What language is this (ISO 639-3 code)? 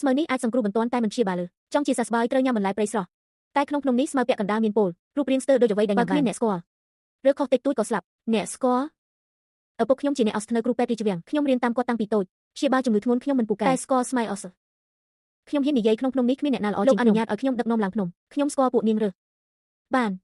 khm